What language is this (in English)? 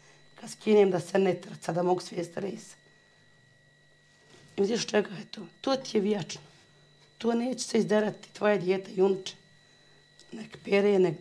Bosnian